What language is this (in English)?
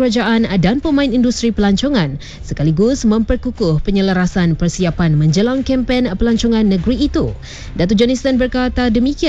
Malay